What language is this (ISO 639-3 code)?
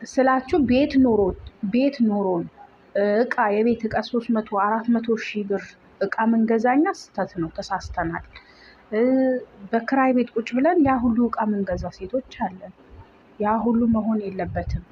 amh